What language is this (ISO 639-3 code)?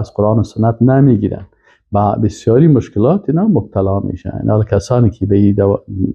fas